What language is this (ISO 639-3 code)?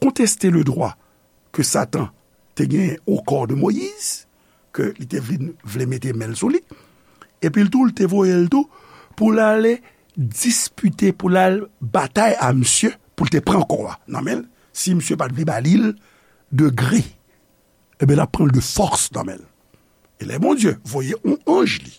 hat